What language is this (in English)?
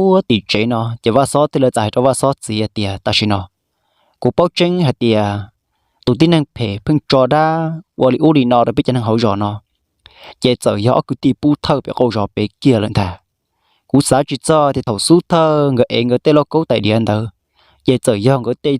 Hmong